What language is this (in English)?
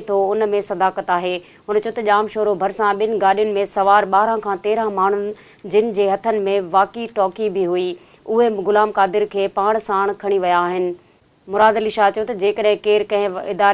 Sindhi